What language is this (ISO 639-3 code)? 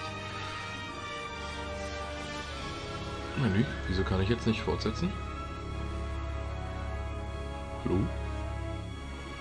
deu